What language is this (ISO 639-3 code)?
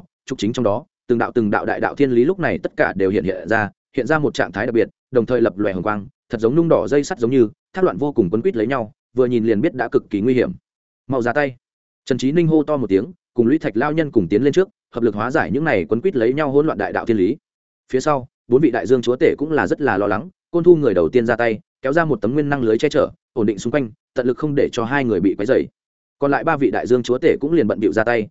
vie